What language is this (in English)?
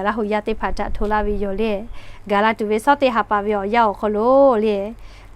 Lahu